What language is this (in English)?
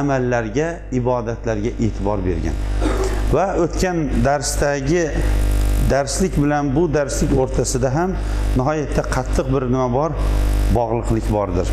Uzbek